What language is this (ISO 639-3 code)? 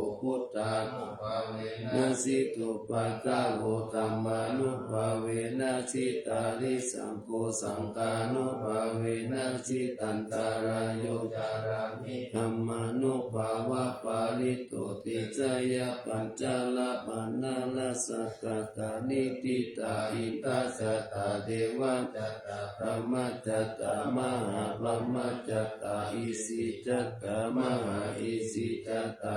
pli